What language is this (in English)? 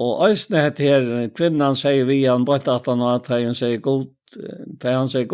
Faroese